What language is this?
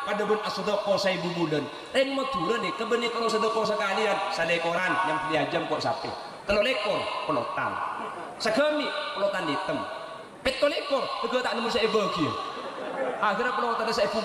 Madurese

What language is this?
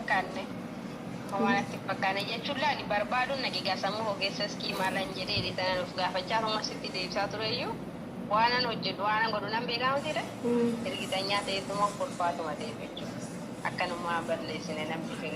Oromo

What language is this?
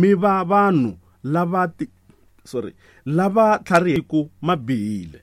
Tsonga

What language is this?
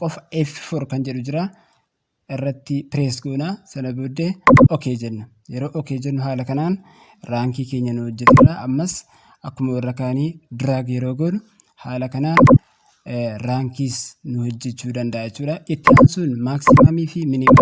Oromo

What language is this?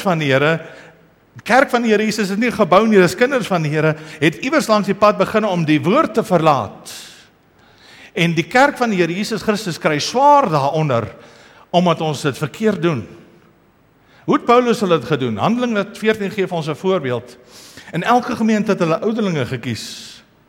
Afrikaans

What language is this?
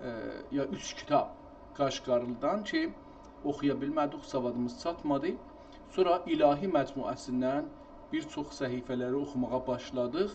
South Azerbaijani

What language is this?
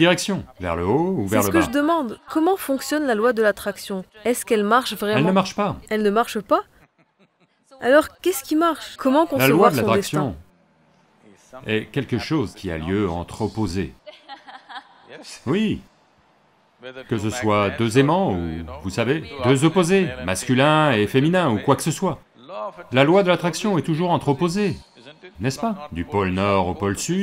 French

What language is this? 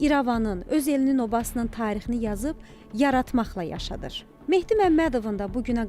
Azerbaijani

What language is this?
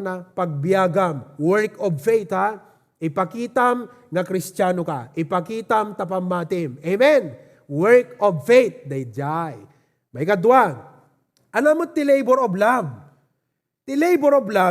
Iloko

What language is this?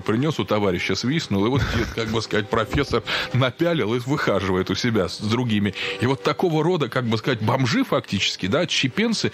Russian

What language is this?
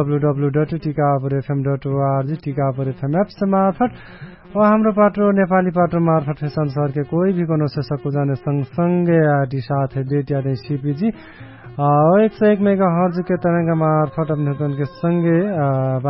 Dangaura Tharu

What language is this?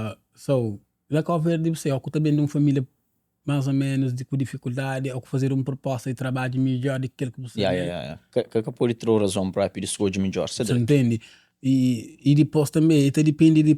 Kabuverdianu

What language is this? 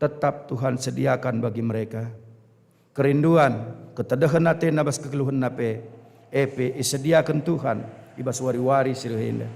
Batak Karo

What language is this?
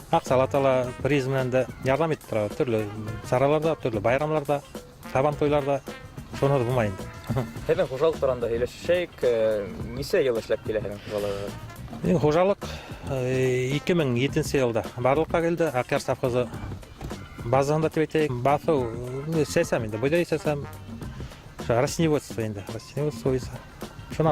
Bashkir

